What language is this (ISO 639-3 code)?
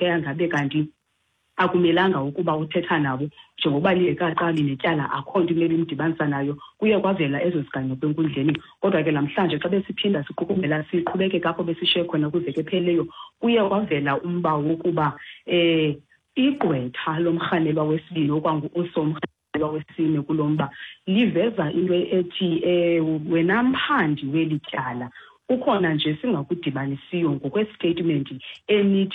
xho